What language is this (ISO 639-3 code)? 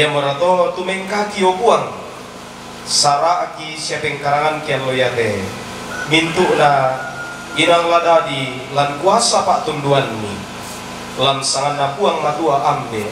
sda